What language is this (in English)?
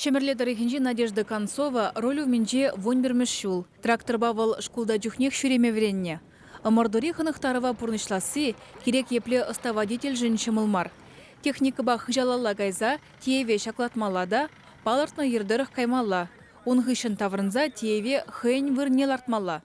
Chuvash